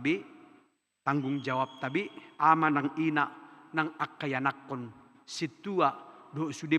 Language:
Batak Toba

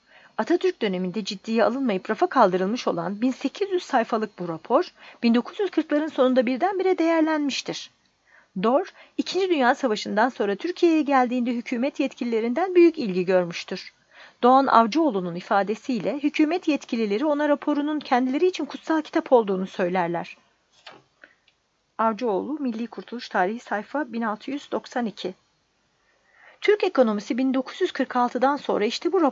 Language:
Turkish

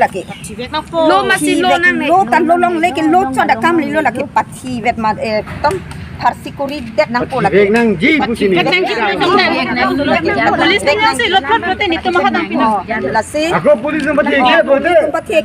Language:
Karbi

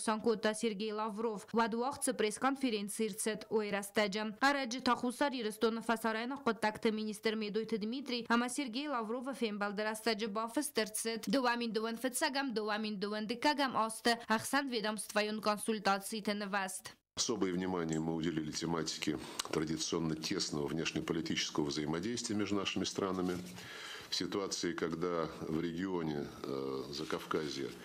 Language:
Ossetic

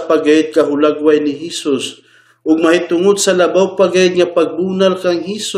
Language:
Cebuano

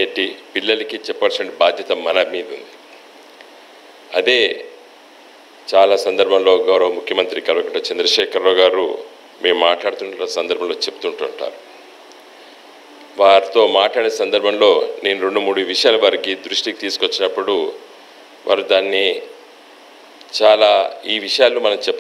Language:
Telugu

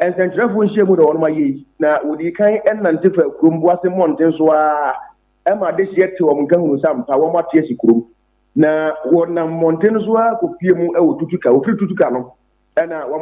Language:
Akan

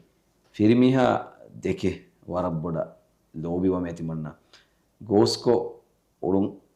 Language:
Divehi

